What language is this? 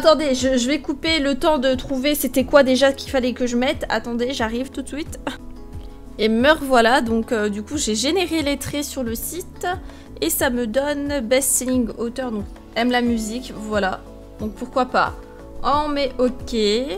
French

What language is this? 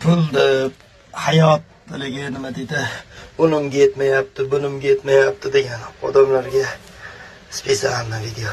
Uzbek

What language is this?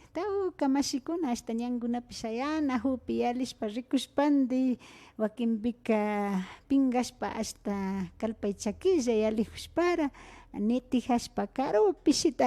Imbabura Highland Quichua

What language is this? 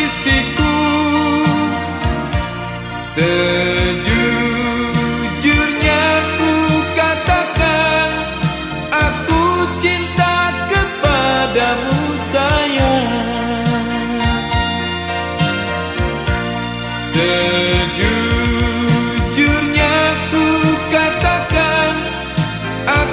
Indonesian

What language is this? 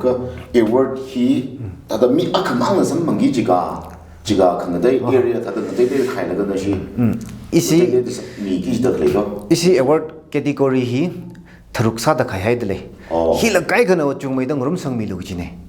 Tangkhul Naga (India)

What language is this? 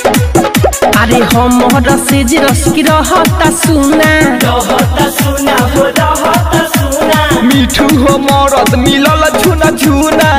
Bhojpuri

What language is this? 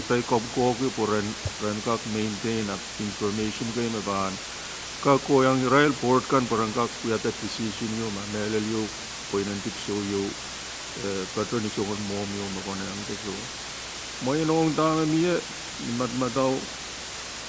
Pohnpeian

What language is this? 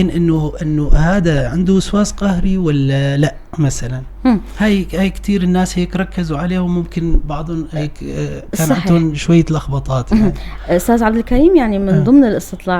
North Levantine Arabic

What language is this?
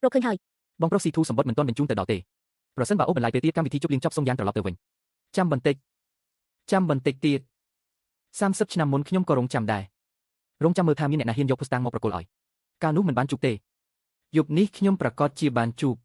Khmer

